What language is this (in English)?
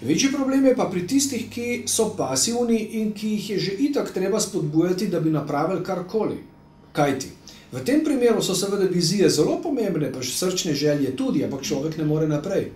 Slovenian